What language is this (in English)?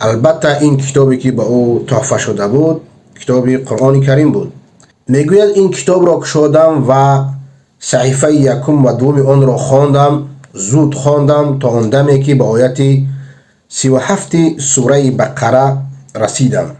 Persian